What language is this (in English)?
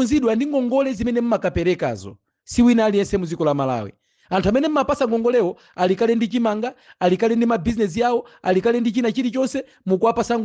Nyanja